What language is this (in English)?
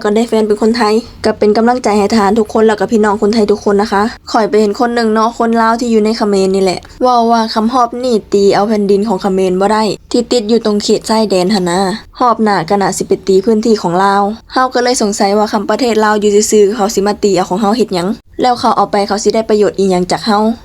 Lao